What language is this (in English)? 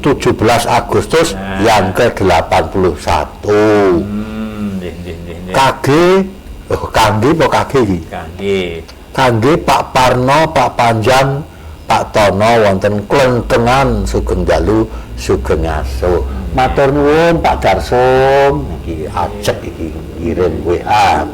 Javanese